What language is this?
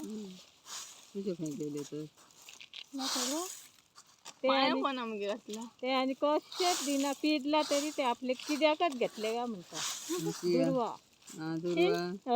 Konkani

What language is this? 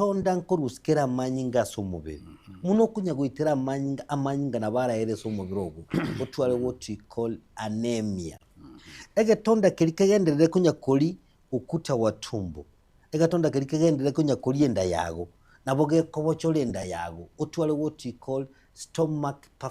Gusii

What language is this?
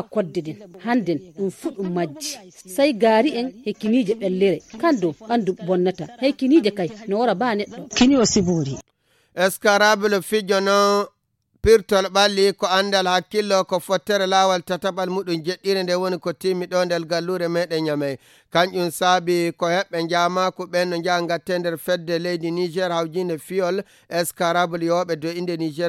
Fula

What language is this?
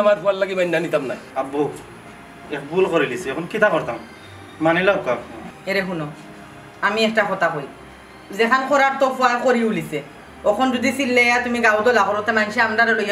Sylheti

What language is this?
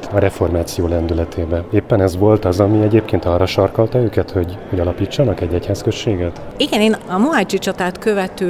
Hungarian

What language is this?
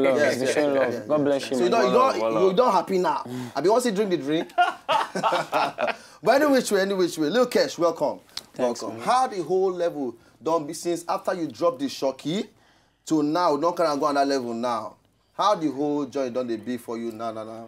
Nigerian Pidgin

